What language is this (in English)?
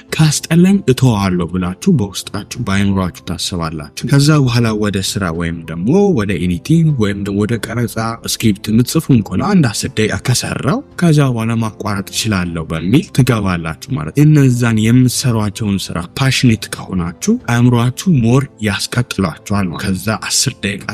Amharic